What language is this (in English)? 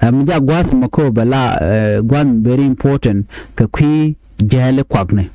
Nuer